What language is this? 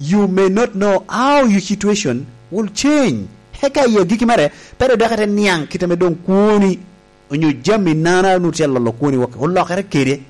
Lango (Uganda)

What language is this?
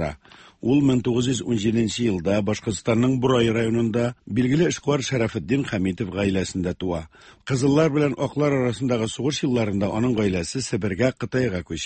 Tatar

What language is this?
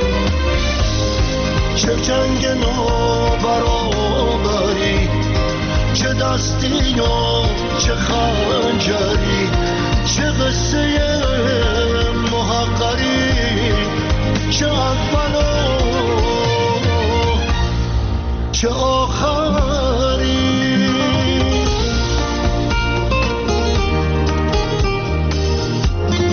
Persian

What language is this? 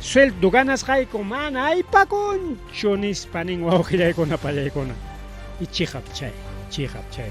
Ayacucho Quechua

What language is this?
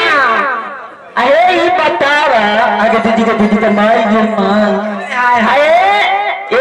Bhojpuri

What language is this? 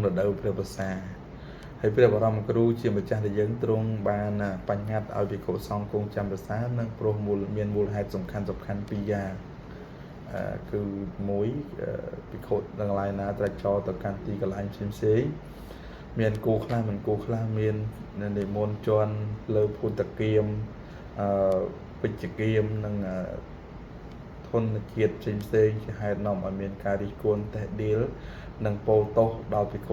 Khmer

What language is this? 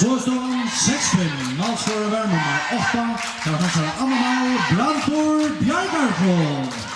Faroese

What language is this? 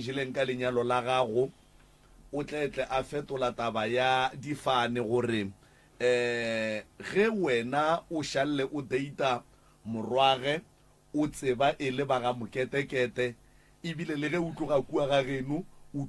Northern Sotho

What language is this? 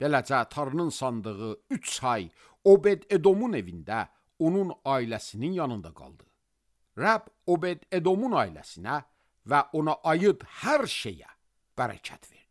Azerbaijani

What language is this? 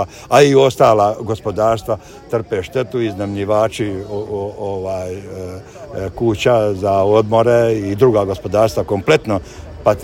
Croatian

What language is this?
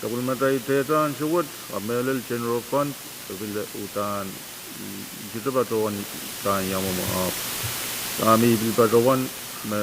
Pohnpeian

